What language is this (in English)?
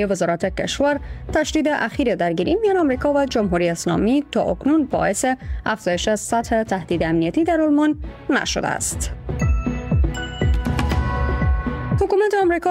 Persian